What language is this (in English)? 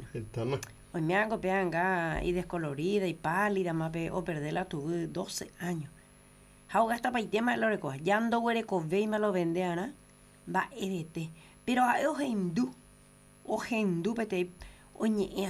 Guarani